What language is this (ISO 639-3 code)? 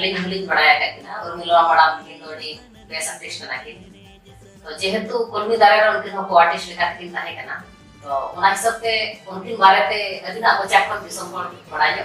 sat